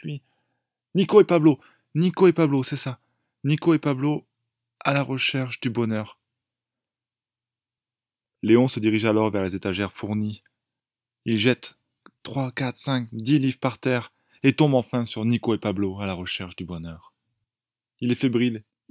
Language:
French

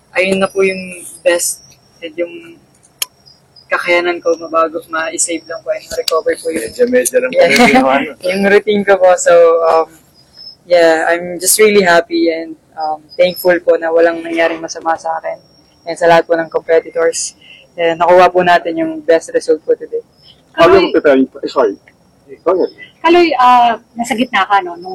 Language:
Filipino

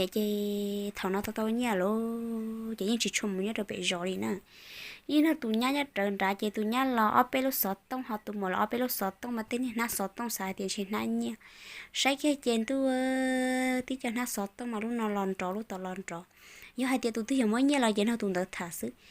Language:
Hmong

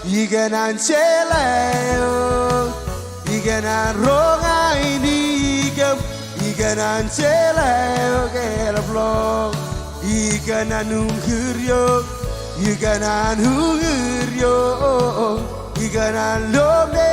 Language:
Marshallese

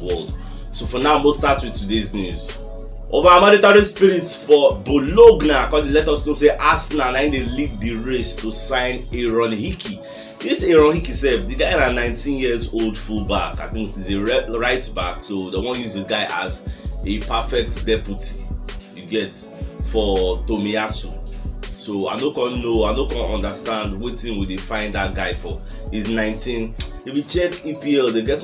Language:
Nigerian Pidgin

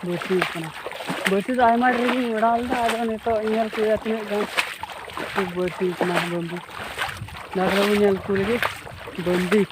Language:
Santali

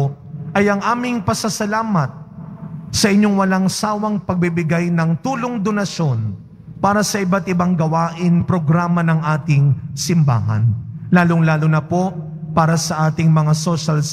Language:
Filipino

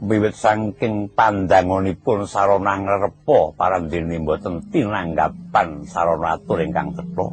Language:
Javanese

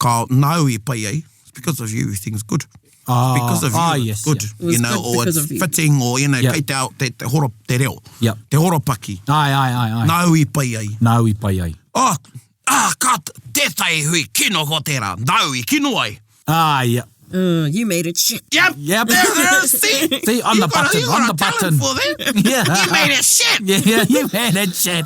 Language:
Māori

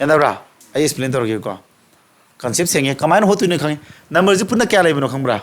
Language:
Manipuri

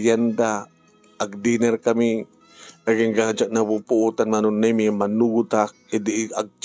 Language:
Iloko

